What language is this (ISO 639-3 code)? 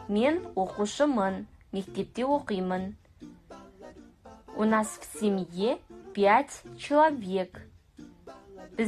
kaz